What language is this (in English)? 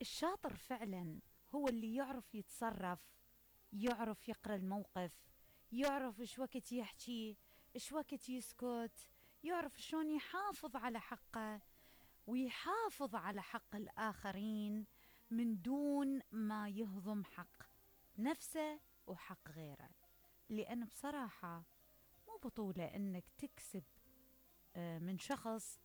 Mesopotamian Arabic